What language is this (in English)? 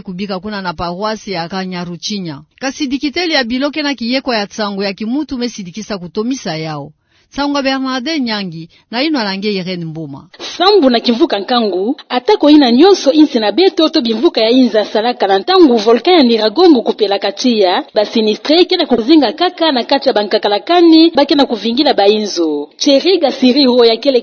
Kituba (Democratic Republic of Congo)